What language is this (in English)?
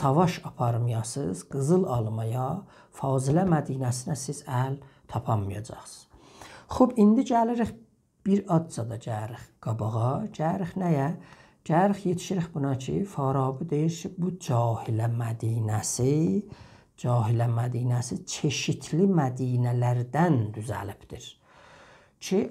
South Azerbaijani